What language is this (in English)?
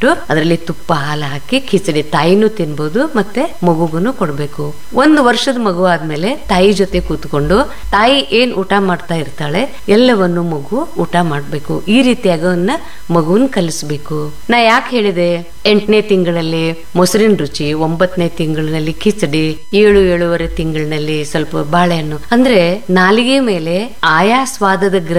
Kannada